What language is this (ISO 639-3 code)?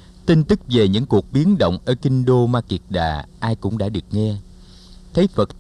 vie